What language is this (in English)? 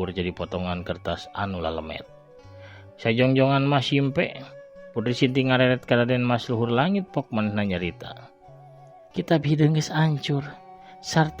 Sundanese